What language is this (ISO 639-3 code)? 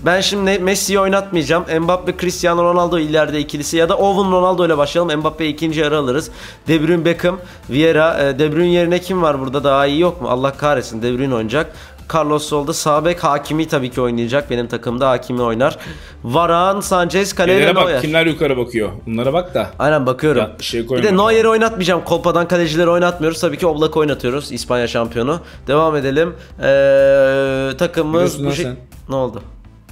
tur